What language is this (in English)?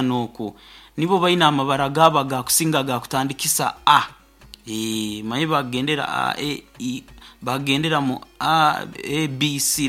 Nyoro